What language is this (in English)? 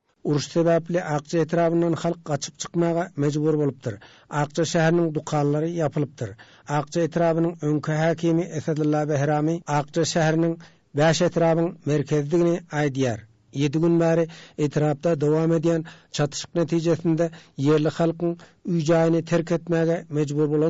Turkmen